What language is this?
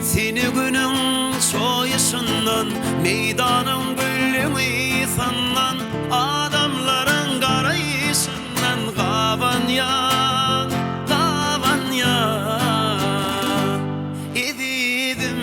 Turkmen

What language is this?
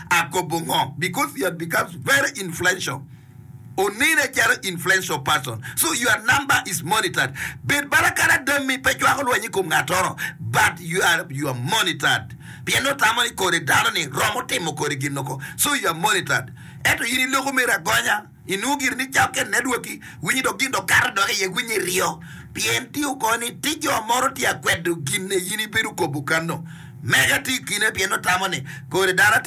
Acoli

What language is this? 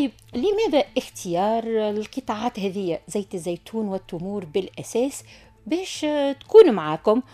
Tunisian Arabic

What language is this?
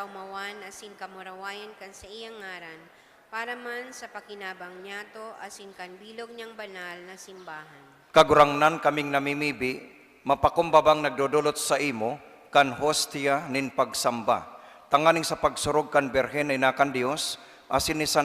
Bikol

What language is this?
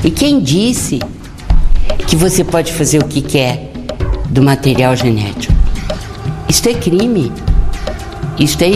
Portuguese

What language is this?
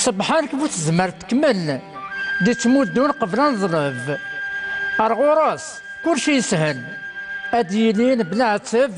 Kabyle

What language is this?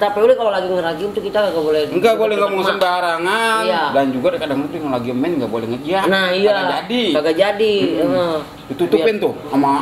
Betawi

